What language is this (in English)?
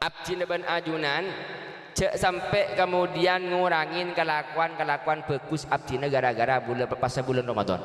Madurese